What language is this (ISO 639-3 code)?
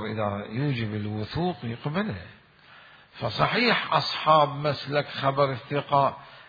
acm